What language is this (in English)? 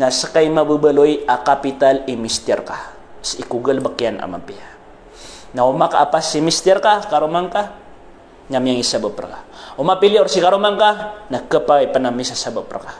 Maranao